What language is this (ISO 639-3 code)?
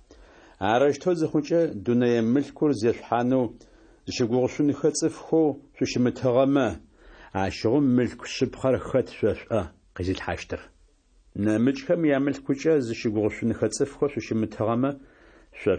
ady